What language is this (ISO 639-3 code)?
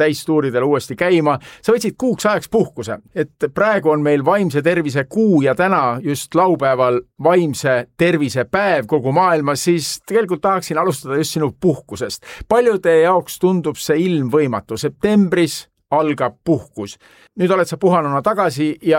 est